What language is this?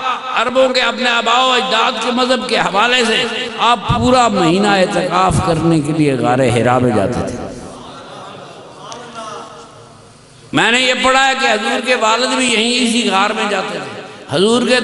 Urdu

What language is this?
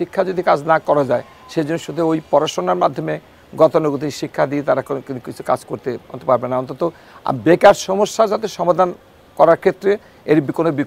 Bangla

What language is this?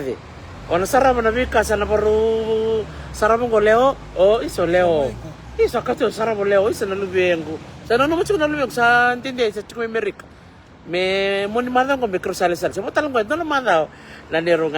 Fijian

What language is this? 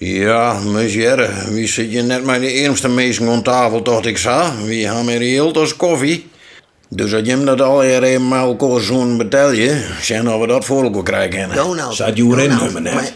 Western Frisian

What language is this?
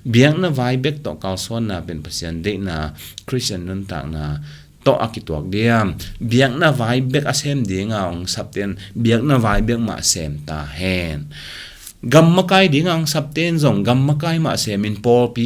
Tedim Chin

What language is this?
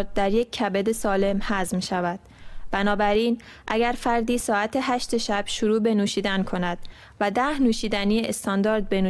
Persian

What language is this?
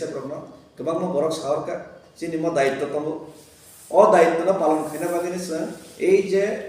Kok Borok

